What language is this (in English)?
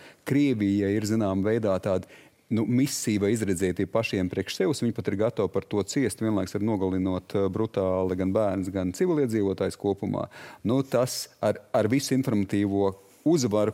Latvian